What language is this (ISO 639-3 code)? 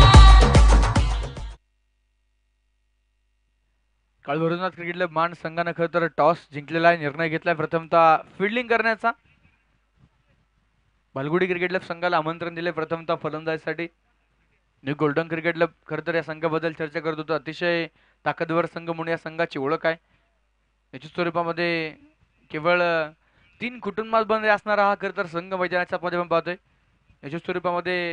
mar